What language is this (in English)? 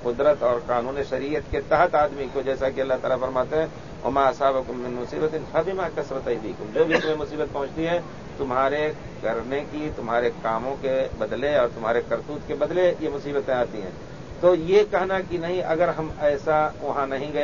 Urdu